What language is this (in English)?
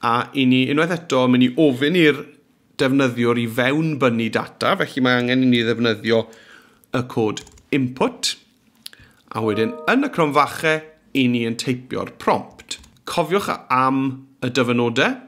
Welsh